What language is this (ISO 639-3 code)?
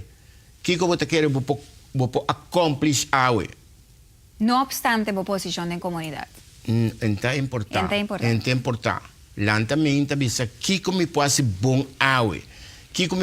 pap